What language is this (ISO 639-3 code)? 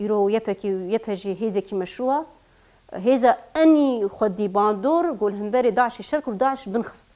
kur